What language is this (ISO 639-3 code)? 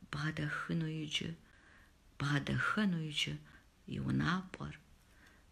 kbd